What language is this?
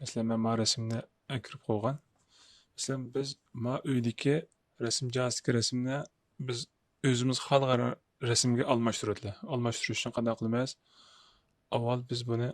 Uyghur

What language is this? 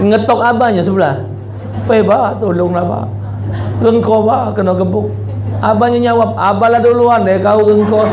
Musi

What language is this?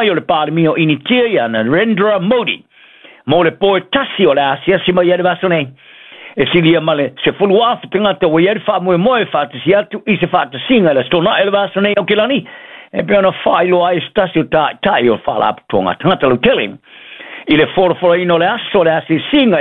Samoan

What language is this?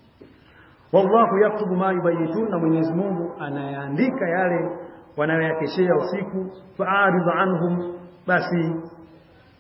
Swahili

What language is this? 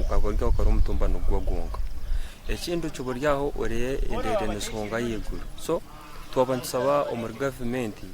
Nyankole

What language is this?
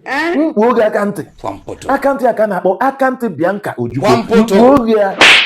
Igbo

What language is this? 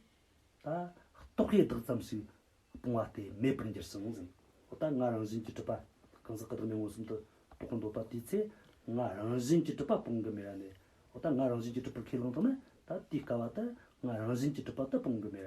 Tibetan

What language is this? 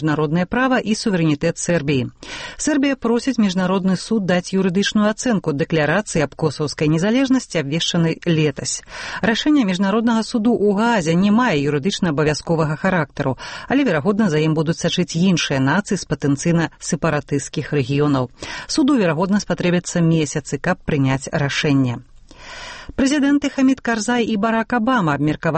Belarusian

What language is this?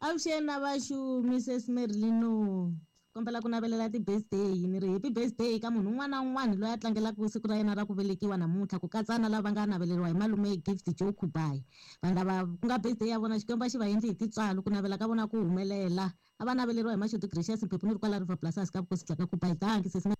Tsonga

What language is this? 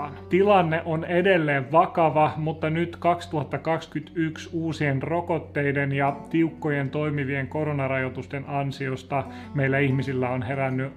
Finnish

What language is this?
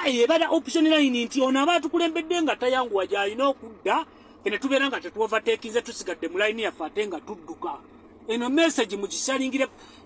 Ganda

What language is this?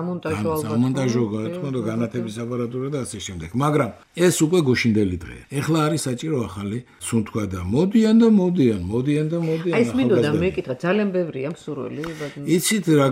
Georgian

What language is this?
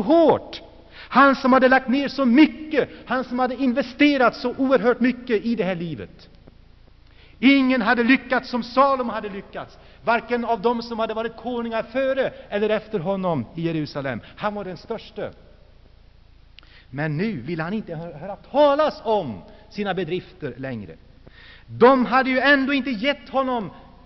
Swedish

